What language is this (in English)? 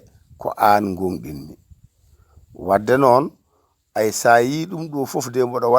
Fula